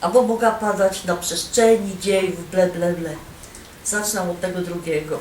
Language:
Silesian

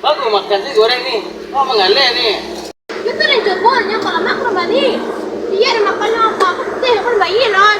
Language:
Minangkabau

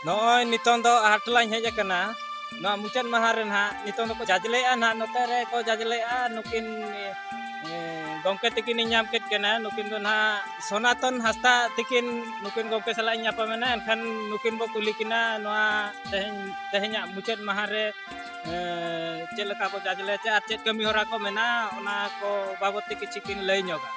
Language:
Santali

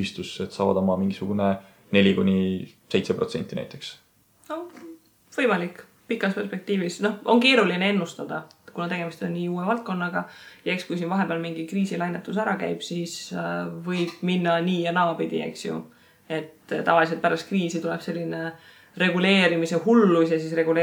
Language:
Estonian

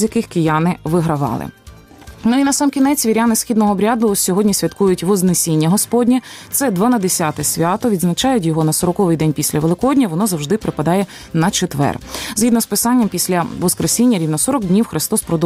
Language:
Ukrainian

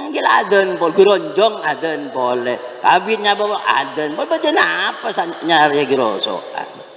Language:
Madurese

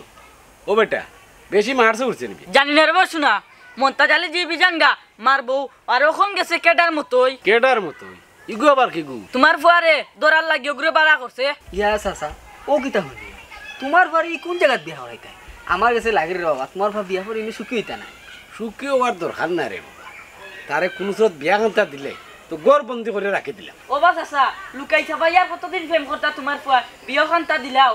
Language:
Sylheti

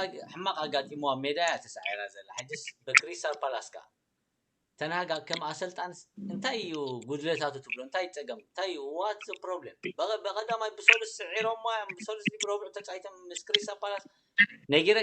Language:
Tigrinya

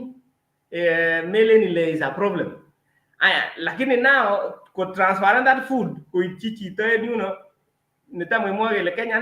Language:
Kalenjin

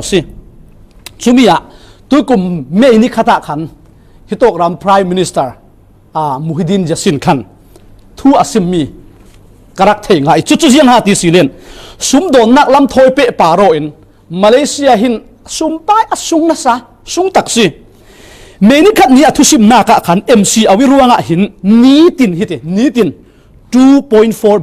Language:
Falam Chin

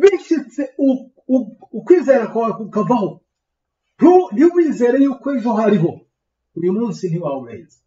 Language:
Kinyarwanda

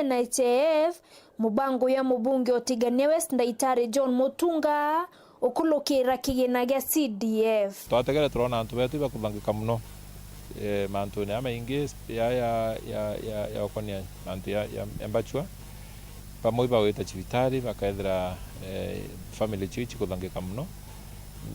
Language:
Meru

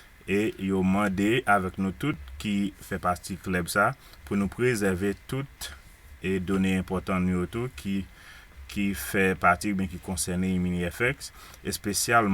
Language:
Haitian Creole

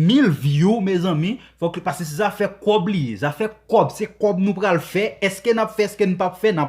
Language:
Haitian Creole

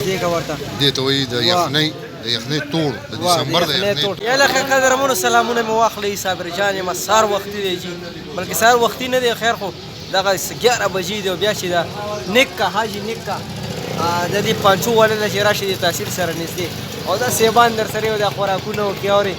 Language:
Pashto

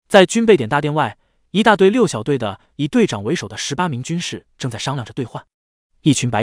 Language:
Chinese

